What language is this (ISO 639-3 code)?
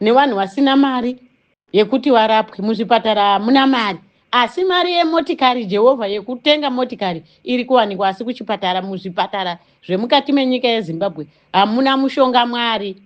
sna